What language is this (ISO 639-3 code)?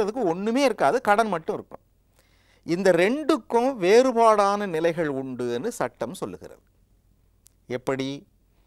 tam